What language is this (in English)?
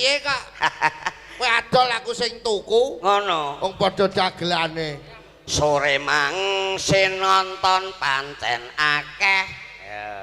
Javanese